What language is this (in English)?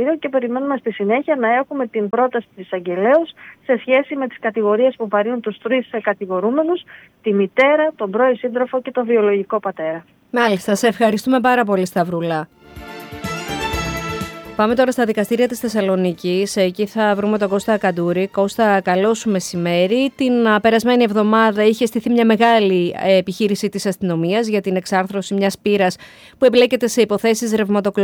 Greek